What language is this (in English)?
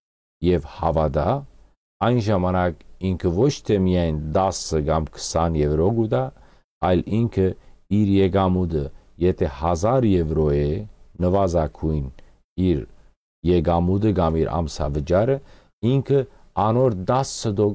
Western Armenian